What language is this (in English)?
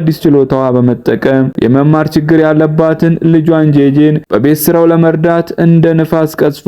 Amharic